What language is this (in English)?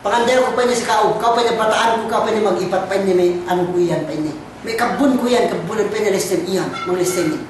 Yakan